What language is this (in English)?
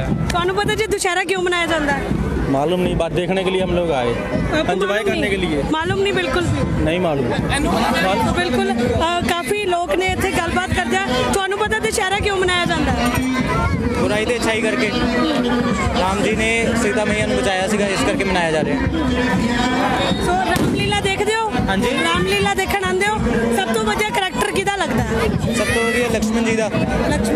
Punjabi